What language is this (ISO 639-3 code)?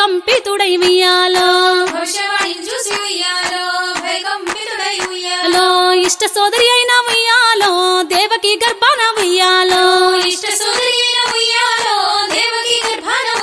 tel